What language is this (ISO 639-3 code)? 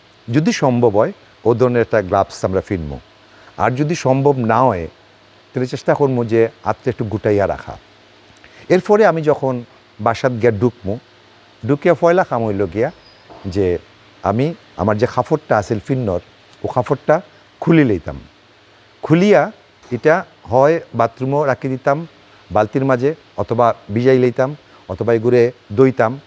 syl